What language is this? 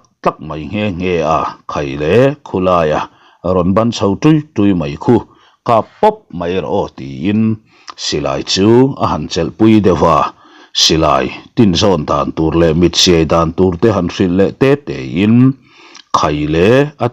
Mizo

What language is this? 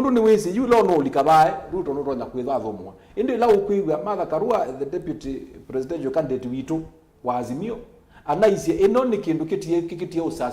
Kamba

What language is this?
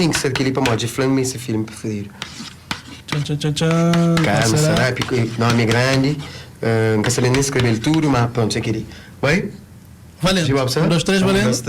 Kabuverdianu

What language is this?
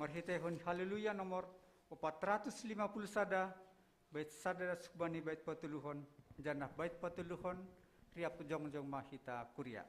Batak Simalungun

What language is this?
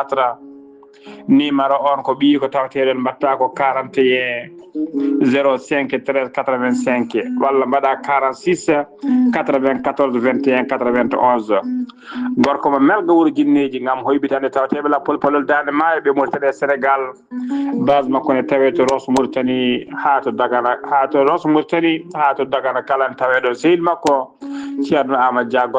Fula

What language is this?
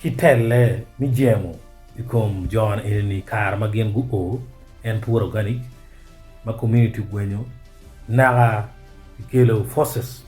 Acoli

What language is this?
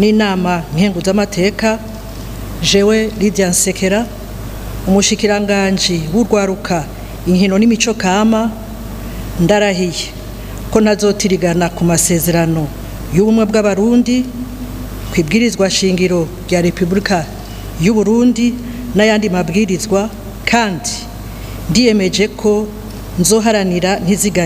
Rundi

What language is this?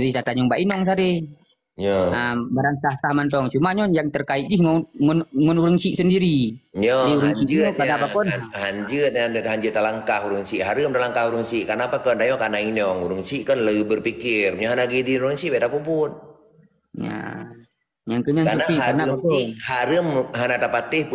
Achinese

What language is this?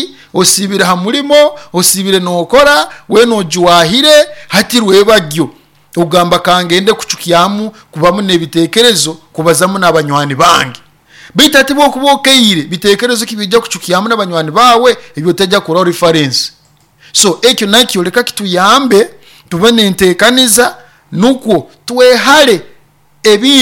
Nyoro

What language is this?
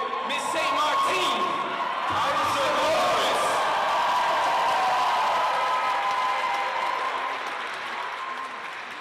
English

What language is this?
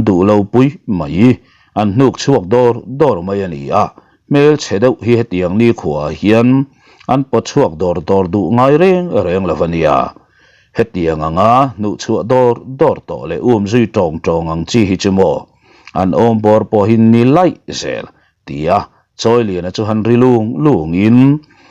Mizo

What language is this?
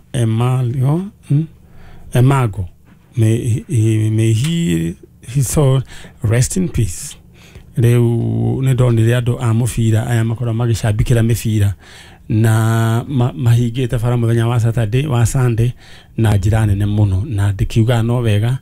Kikuyu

